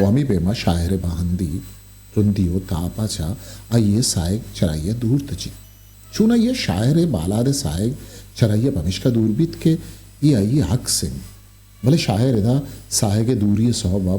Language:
Eastern Balochi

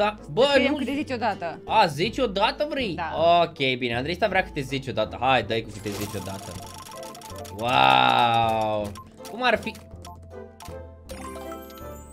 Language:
Romanian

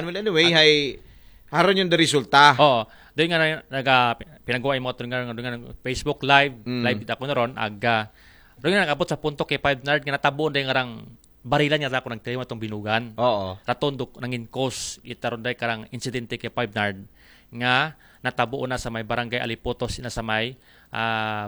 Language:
Aklanon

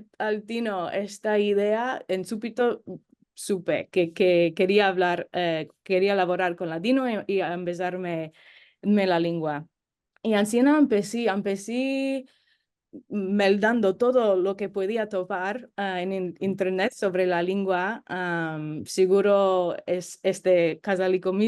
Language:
Ladino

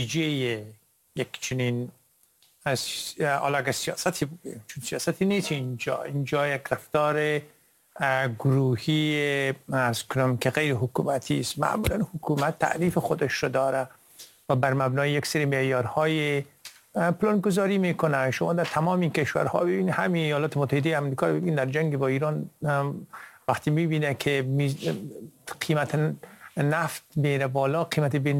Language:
Persian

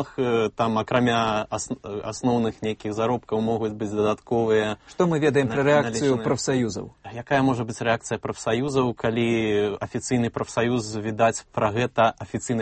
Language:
Belarusian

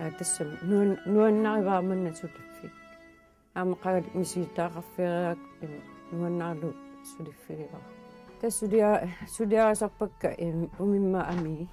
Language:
Kalaallisut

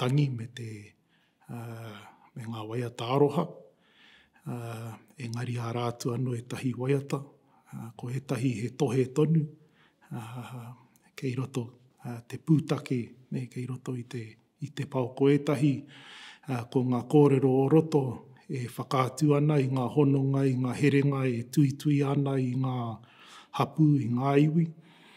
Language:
Māori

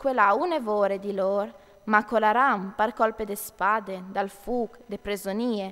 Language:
Friulian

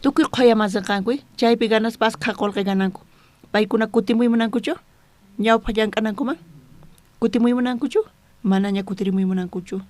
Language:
South Bolivian Quechua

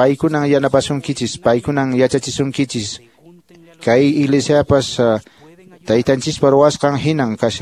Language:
Quechua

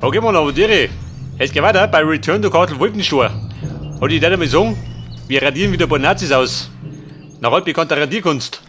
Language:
Bavarian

